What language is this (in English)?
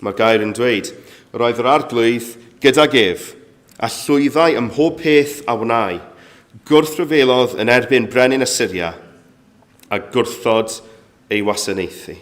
Welsh